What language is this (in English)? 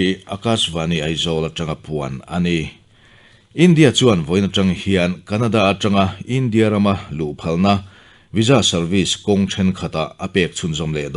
Mizo